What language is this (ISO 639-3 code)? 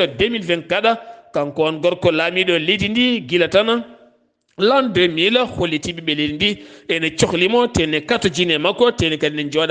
ful